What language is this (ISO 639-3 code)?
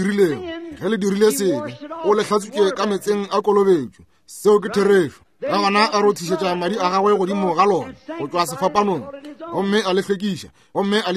nso